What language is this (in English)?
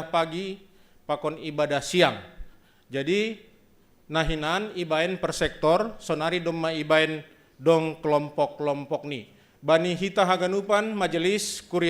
Batak Simalungun